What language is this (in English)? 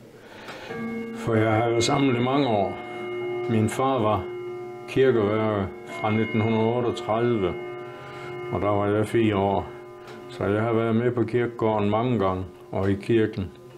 Danish